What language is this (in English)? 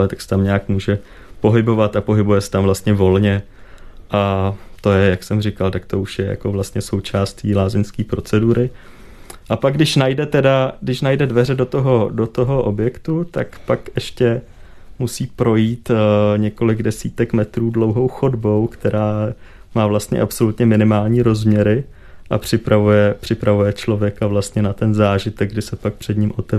Czech